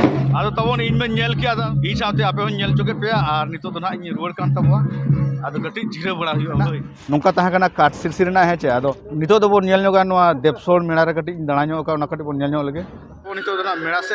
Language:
Santali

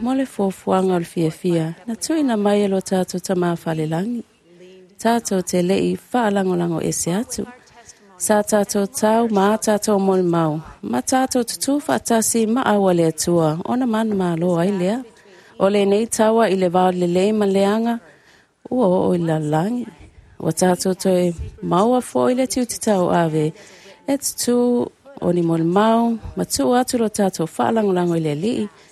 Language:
Samoan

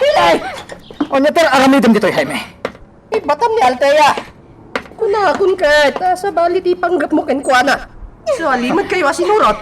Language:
Iloko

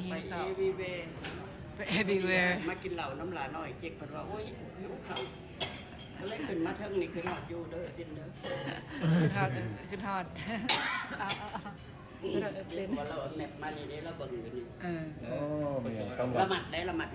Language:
Lao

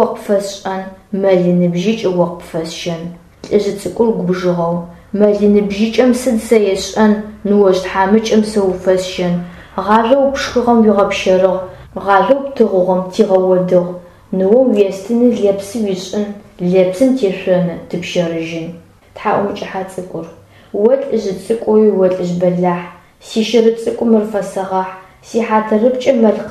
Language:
Adyghe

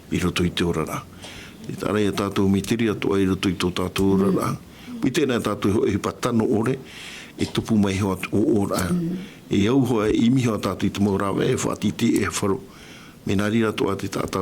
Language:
Tahitian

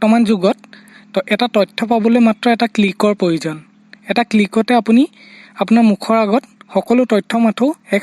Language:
Assamese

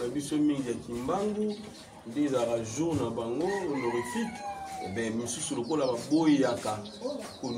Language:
Lingala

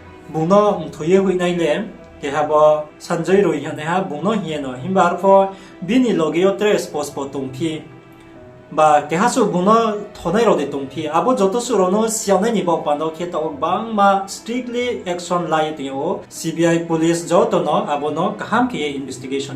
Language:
Riang (India)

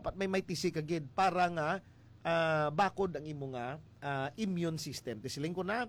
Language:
Hiligaynon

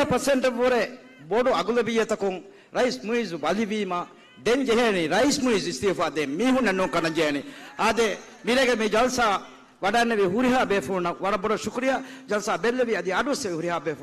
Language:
Divehi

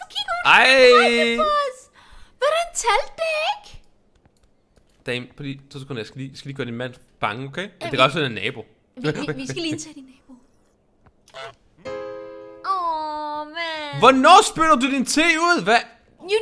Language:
Danish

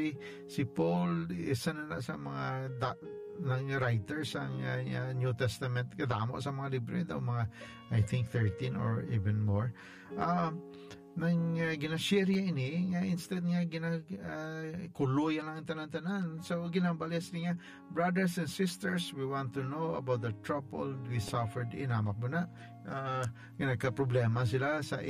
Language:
Hiligaynon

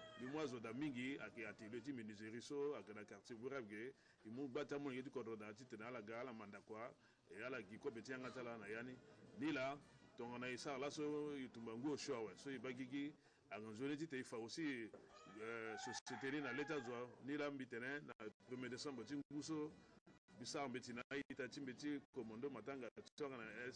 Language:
Sango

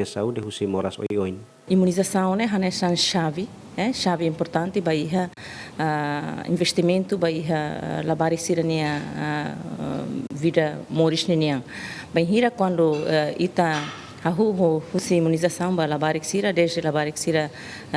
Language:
Tetum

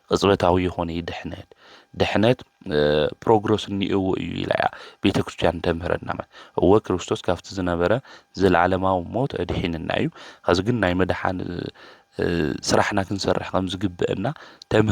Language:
Tigrinya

